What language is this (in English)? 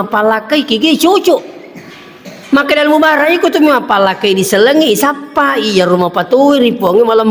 Buginese